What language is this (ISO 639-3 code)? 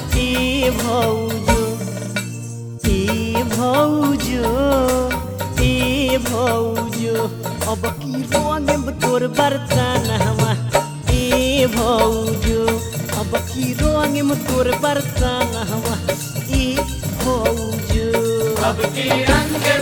bho